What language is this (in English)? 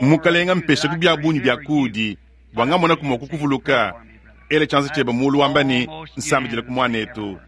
Luba-Lulua